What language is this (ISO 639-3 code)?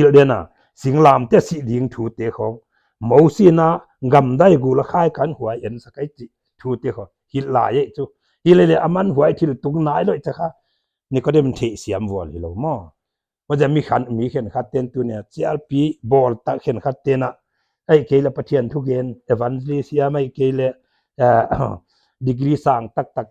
pck